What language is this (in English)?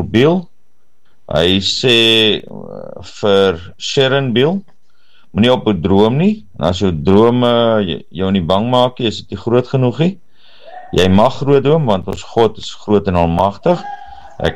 Afrikaans